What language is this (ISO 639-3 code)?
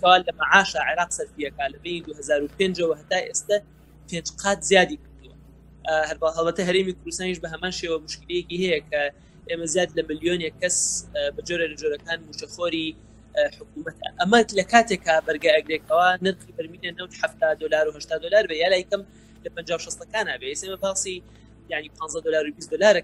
ckb